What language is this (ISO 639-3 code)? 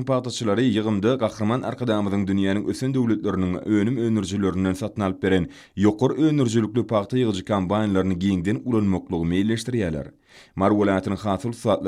tuk